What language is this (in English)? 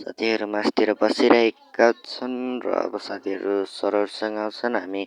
Nepali